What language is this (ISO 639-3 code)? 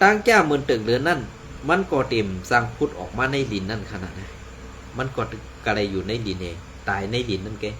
shn